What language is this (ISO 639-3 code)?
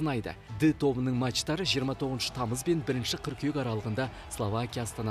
kaz